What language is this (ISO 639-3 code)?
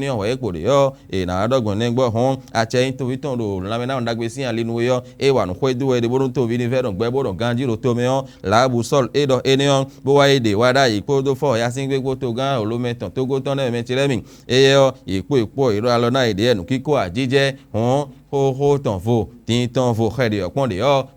fon